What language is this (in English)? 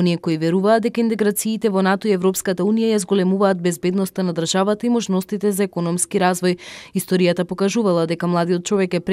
Macedonian